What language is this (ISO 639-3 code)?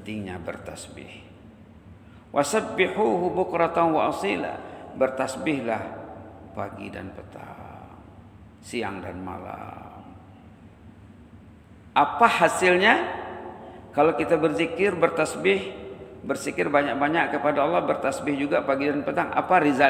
msa